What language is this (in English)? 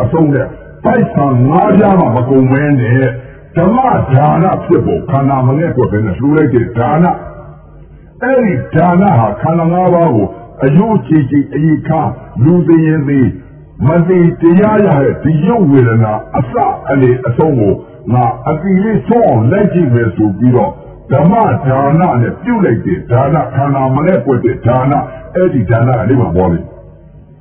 Burmese